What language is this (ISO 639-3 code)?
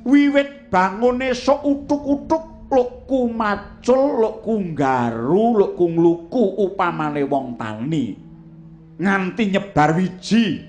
jav